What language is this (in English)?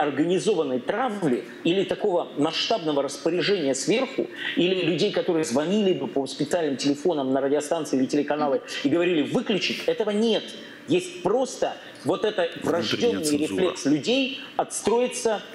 Russian